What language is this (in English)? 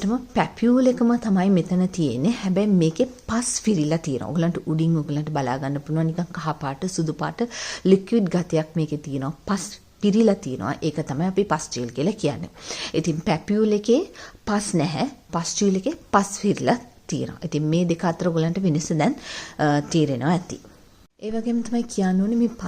Sinhala